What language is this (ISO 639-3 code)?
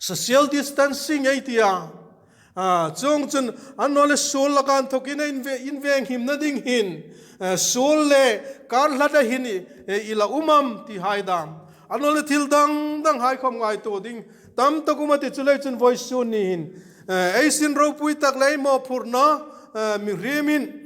hmr